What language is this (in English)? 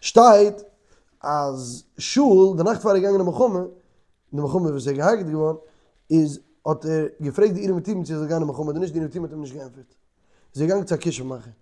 Yiddish